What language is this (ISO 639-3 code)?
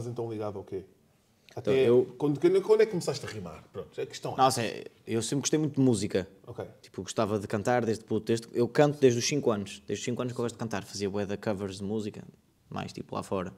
por